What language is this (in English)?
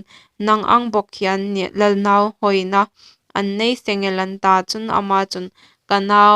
Hmar